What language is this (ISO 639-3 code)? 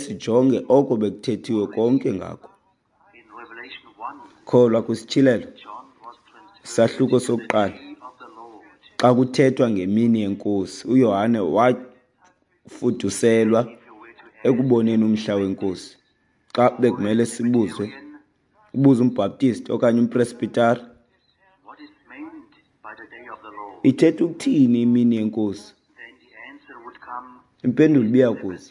xho